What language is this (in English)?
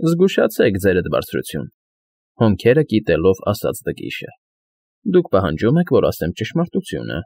Armenian